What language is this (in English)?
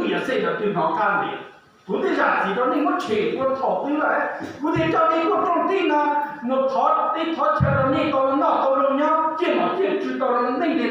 Hmong